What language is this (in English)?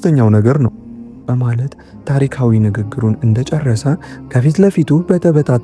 Amharic